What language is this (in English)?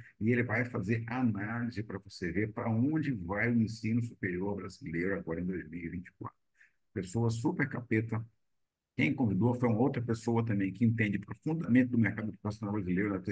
Portuguese